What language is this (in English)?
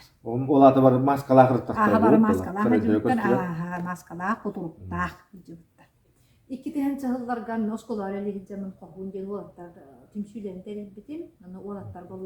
Yakut